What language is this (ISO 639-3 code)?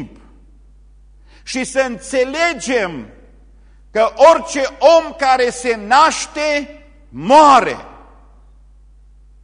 ron